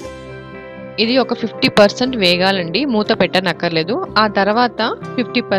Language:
Telugu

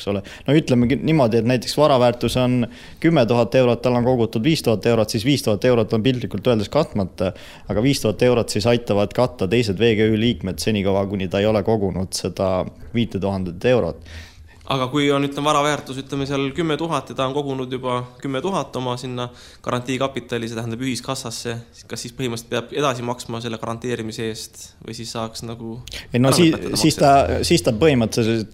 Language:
Estonian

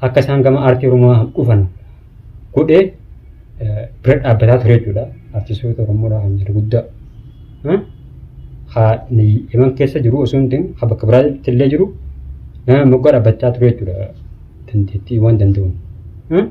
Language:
Oromo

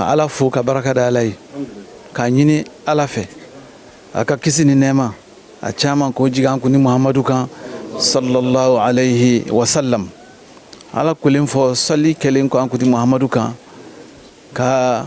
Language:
Bambara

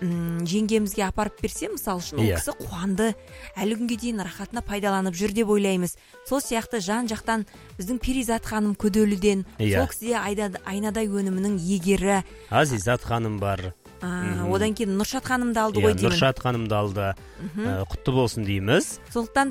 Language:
Kazakh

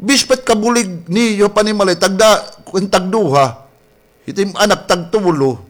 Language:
Waray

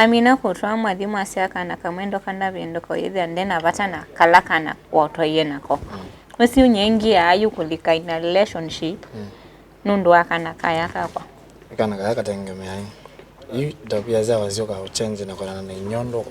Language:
Kamba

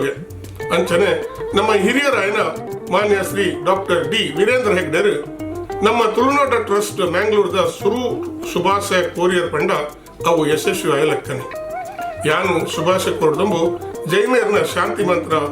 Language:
Tulu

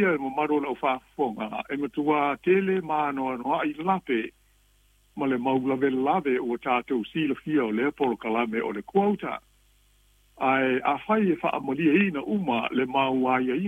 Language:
Samoan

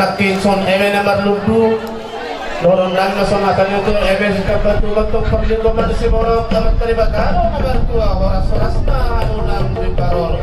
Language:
Batak Toba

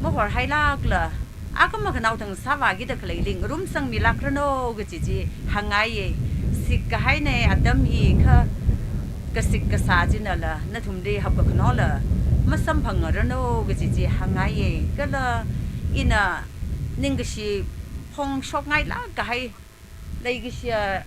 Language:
Tangkhul Naga (India)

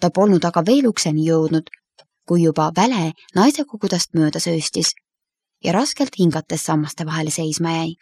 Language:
Estonian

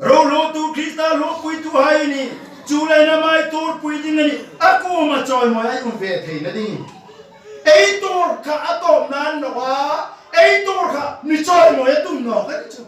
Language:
Hmar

